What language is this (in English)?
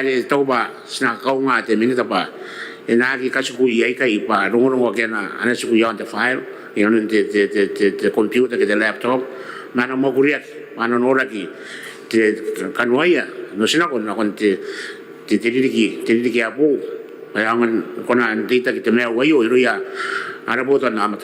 Gilbertese